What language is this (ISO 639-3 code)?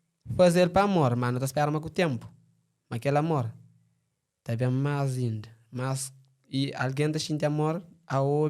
kea